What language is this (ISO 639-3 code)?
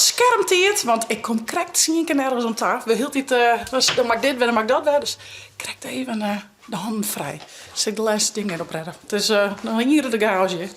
fry